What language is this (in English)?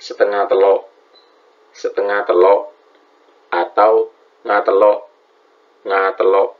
Madurese